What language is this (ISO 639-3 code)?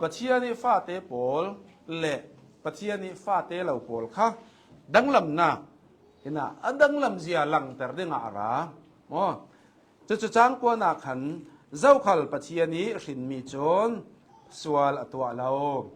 cnh